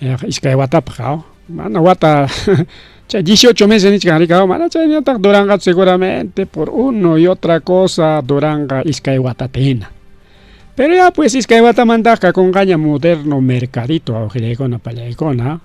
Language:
Ayacucho Quechua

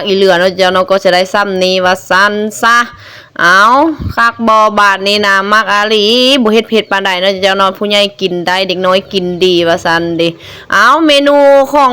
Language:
Lao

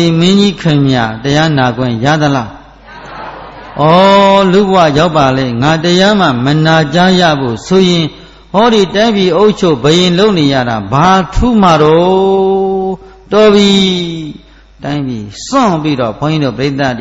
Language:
Burmese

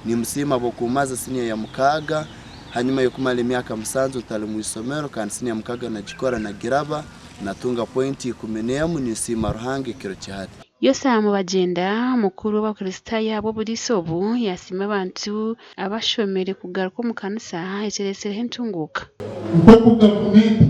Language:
Nyankole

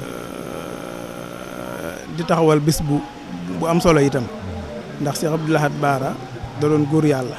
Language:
Wolof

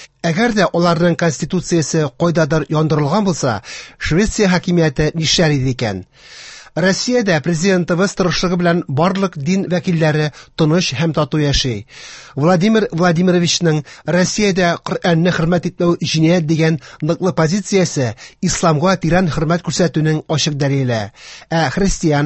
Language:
Tatar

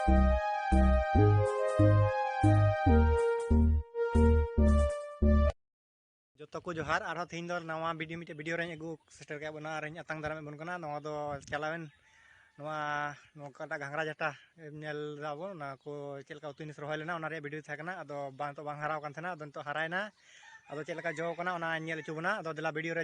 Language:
Santali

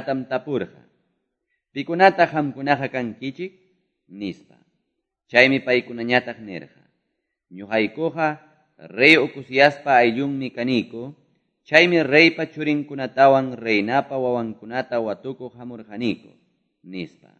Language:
Quechua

